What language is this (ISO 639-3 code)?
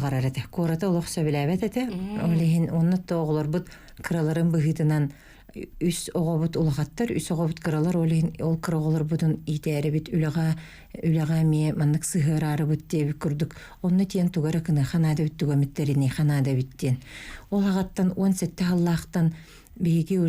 sah